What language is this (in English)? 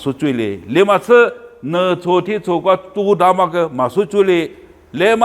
Lisu